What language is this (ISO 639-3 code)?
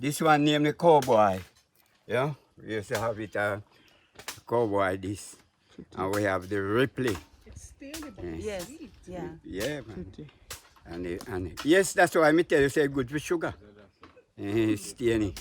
jam